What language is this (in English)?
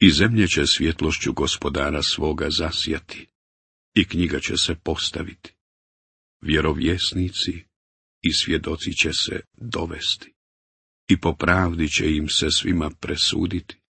Bosnian